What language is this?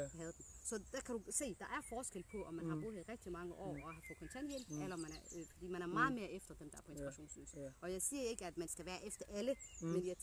Danish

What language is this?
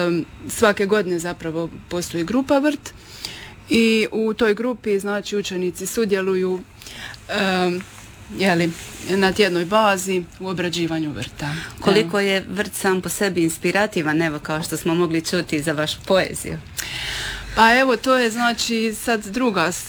Croatian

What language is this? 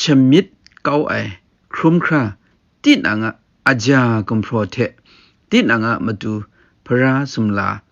Kachin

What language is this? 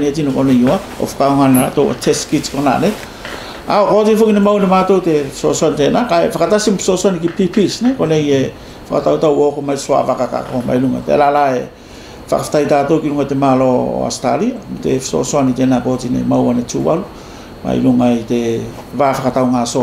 Tuvalu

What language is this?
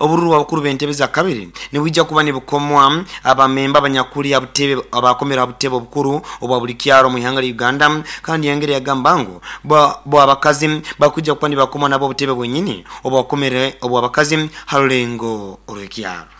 Nyoro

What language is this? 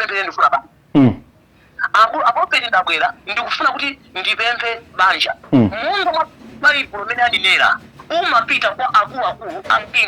Nyanja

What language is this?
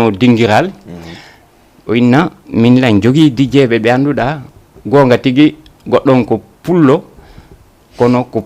Fula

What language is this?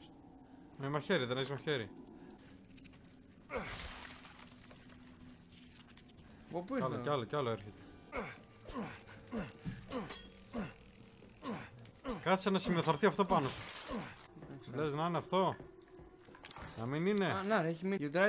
Greek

